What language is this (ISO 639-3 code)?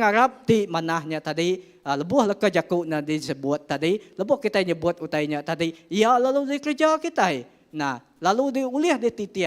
iba